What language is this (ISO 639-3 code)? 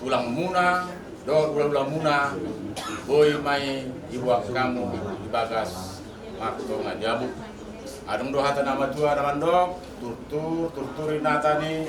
bbc